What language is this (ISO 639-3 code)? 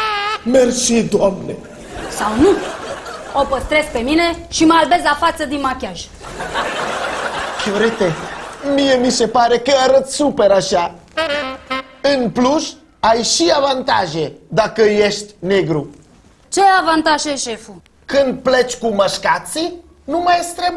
ron